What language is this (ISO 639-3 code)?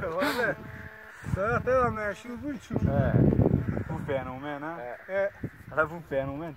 kur